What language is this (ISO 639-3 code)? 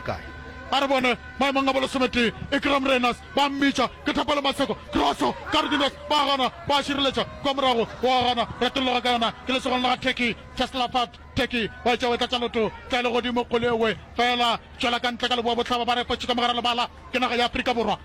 nso